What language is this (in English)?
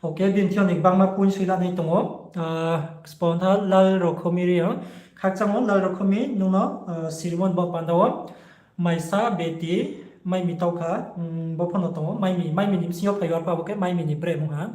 Riang (India)